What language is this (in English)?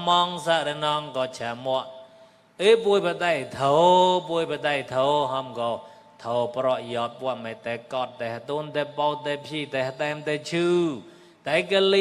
Mon